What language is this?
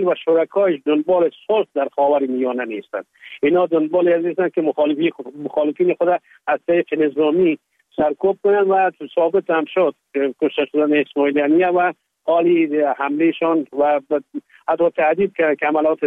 Persian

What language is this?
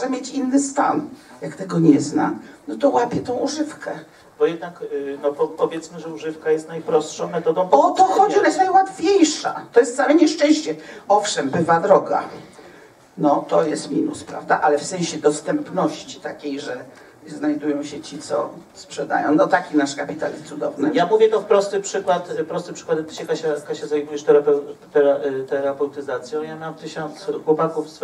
Polish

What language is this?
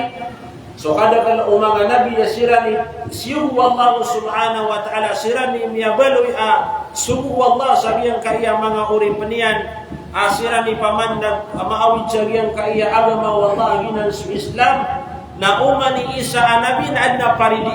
Maranao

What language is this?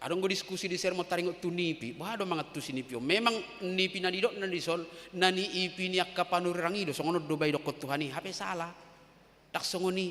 Batak Toba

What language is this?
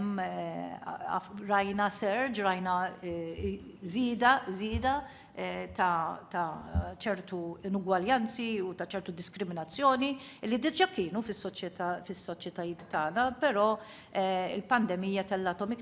Maltese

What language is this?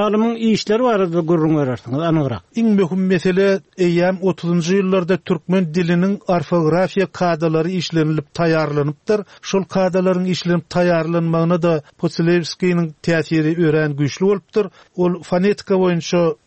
Turkmen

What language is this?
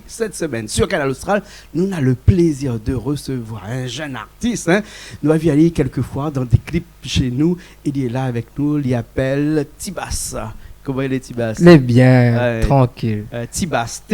Réunion Creole French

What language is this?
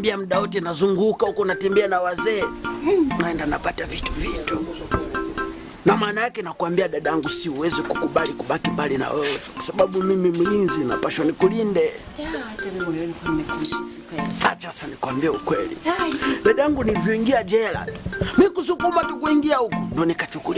Swahili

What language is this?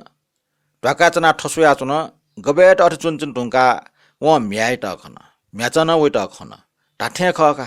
Newari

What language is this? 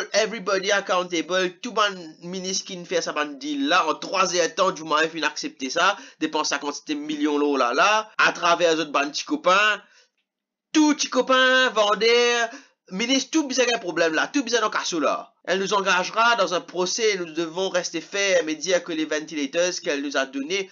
Morisyen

